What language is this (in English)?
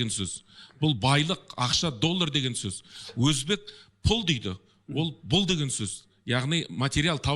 Kazakh